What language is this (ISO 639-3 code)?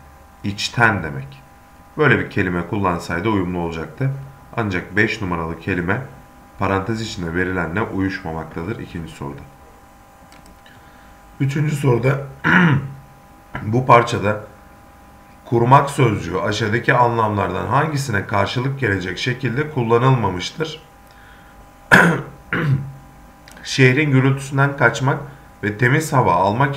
tur